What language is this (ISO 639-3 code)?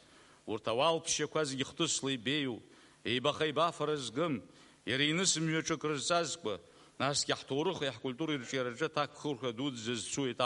abk